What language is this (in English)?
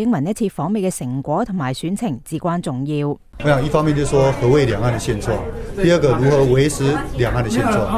Cantonese